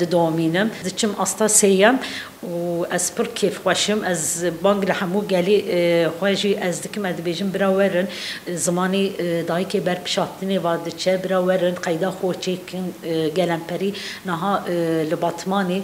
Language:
Kurdish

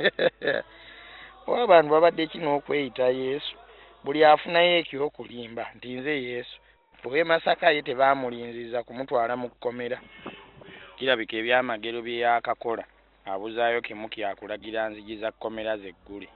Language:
Ganda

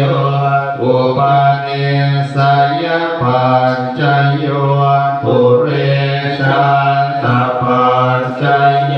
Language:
Pali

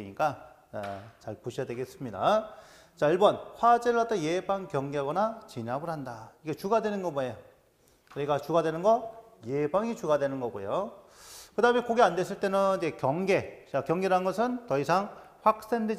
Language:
Korean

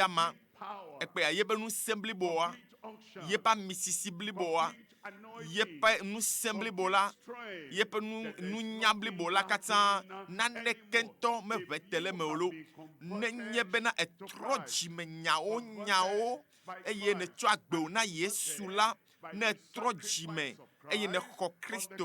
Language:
Ewe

